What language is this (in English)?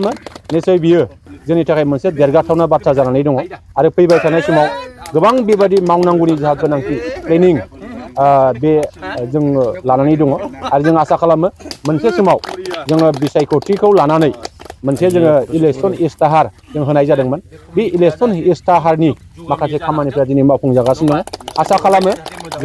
Bodo